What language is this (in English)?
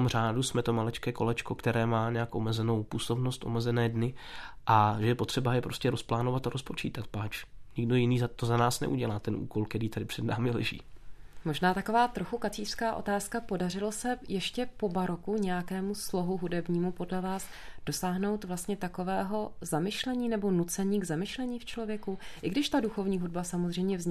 Czech